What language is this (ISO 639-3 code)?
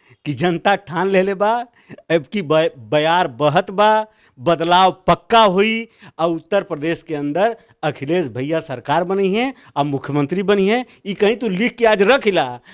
bho